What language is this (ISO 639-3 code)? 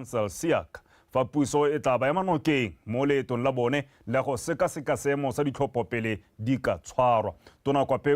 tsn